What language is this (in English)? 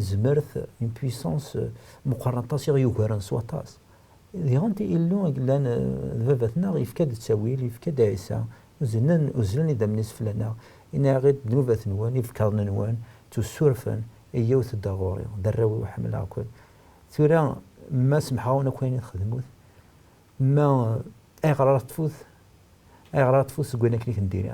Kabyle